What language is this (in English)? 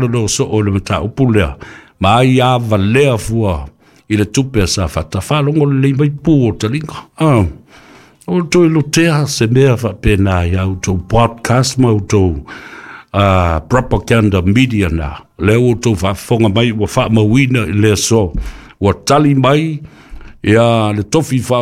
Samoan